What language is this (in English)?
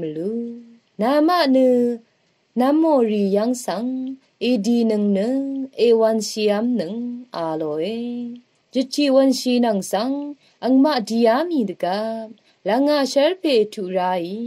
Rawang